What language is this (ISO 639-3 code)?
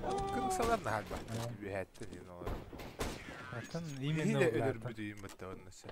sah